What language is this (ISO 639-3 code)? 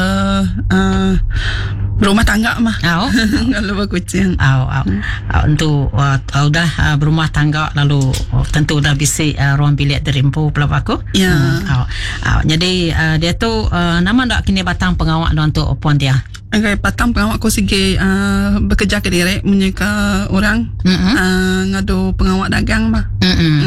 iba